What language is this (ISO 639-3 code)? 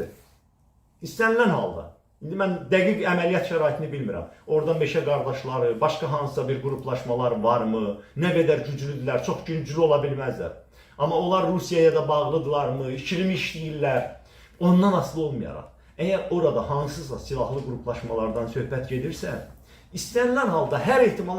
aze